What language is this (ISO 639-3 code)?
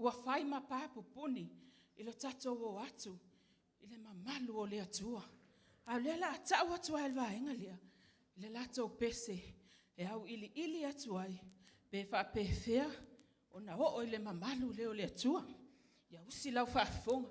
smo